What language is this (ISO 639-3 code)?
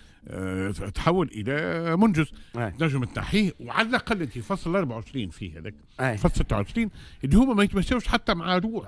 aeb